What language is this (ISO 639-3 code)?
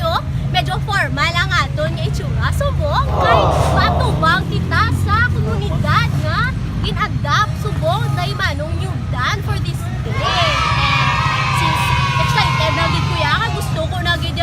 hil